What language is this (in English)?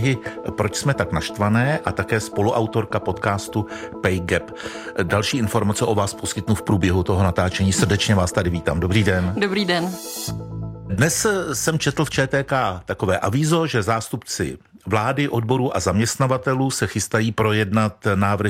Czech